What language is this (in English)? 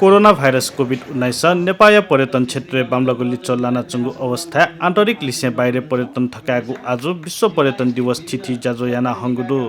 Newari